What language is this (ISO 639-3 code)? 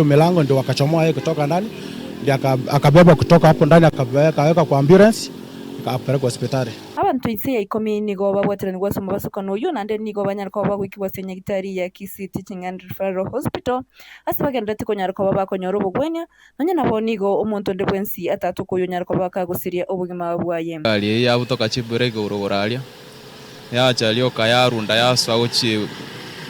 guz